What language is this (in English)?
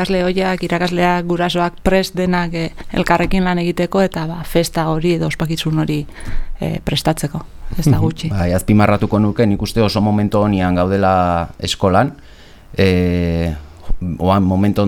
Basque